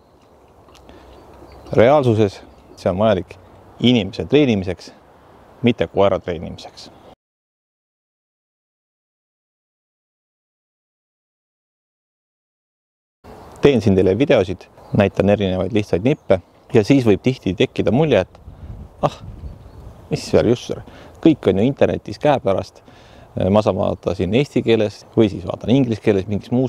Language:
Estonian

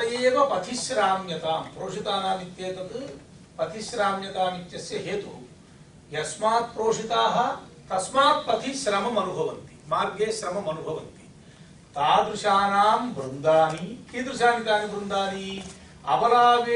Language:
Sanskrit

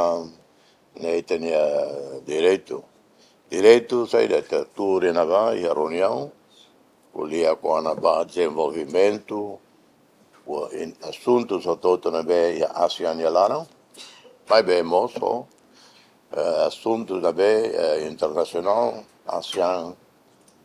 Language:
Tetum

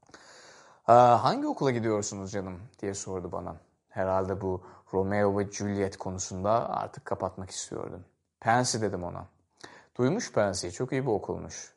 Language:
Turkish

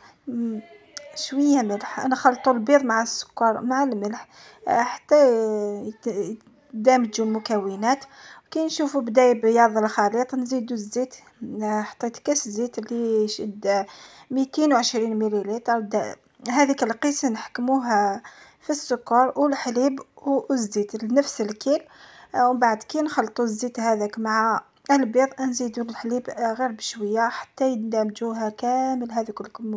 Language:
Algerian Arabic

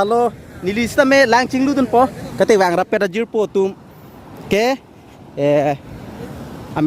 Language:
Karbi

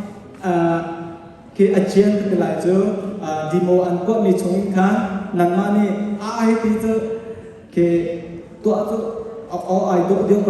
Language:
Hakha Chin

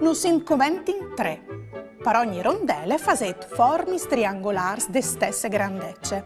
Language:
Friulian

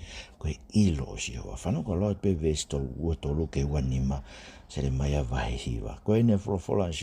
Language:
Tongan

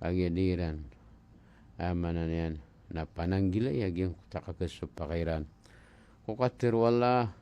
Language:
Maranao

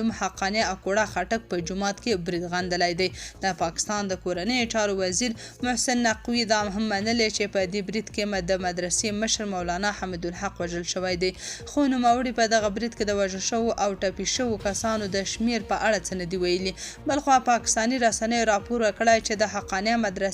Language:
Pashto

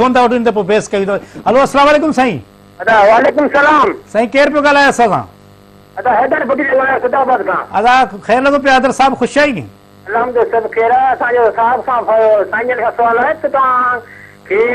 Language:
Sindhi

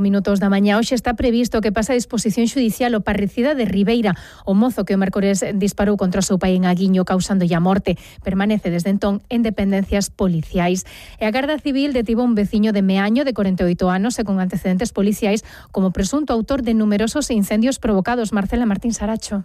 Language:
Galician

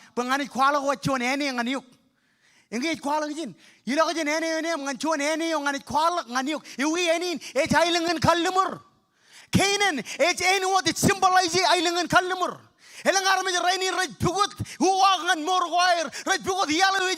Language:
Marshallese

